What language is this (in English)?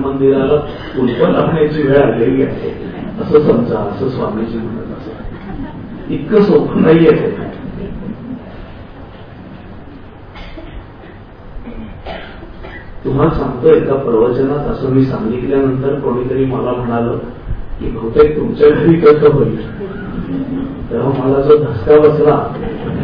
Marathi